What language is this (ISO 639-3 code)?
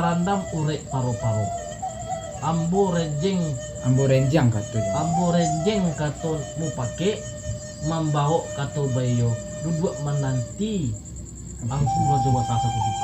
min